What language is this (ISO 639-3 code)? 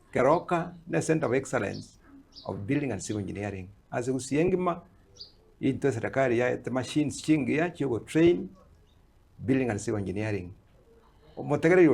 guz